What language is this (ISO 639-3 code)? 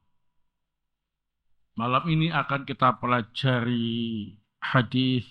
ind